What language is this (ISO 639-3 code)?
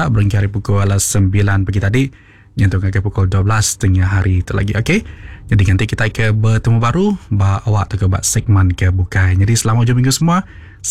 iba